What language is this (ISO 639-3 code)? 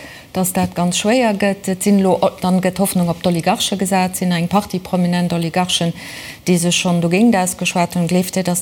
ltz